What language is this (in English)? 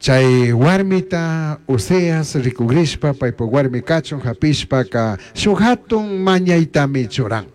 Chimborazo Highland Quichua